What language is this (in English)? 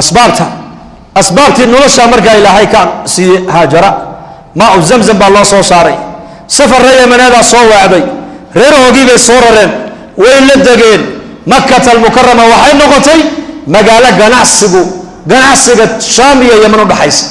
Somali